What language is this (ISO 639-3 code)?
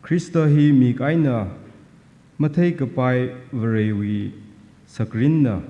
nmf